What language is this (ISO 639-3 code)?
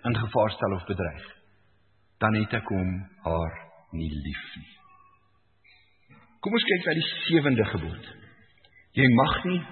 afr